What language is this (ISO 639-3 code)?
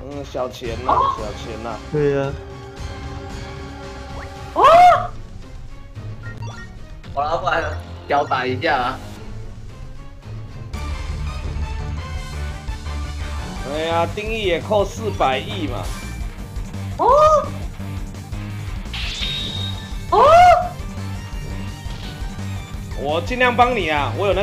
zho